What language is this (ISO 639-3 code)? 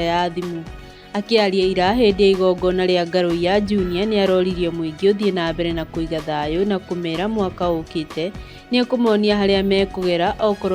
kik